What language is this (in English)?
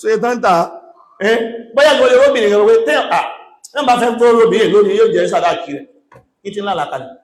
Yoruba